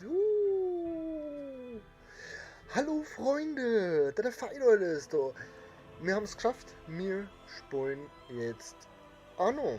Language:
Bavarian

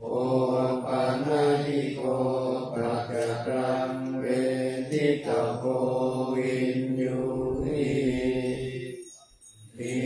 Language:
Pali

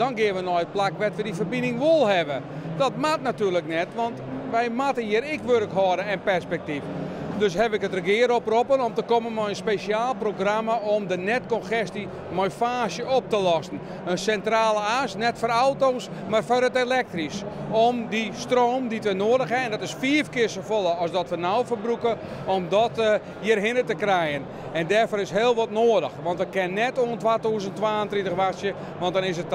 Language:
Western Frisian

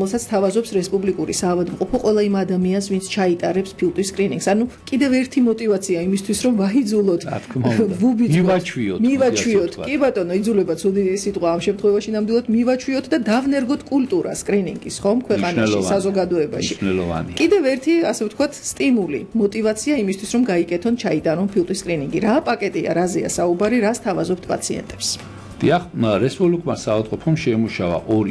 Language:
Georgian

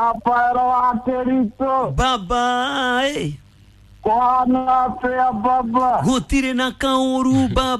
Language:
Kikuyu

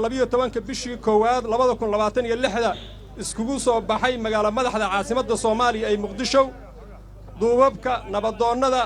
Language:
Somali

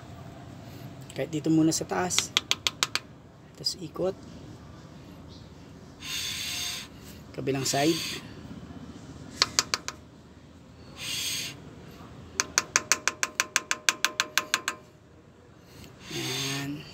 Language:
Filipino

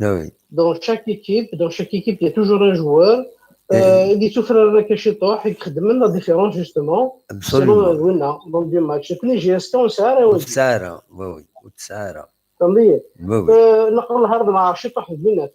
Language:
Kabyle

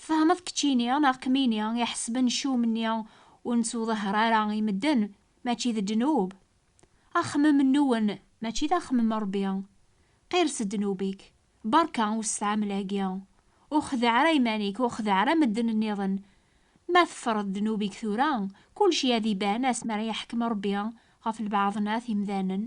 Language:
Kabyle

